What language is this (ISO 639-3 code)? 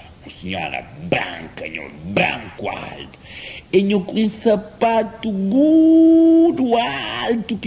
kea